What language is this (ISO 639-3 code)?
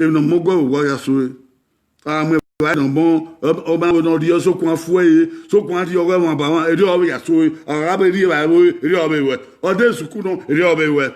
bin